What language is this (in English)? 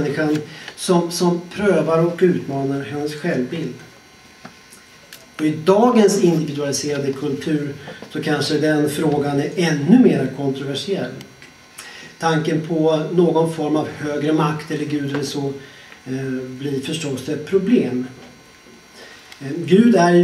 Swedish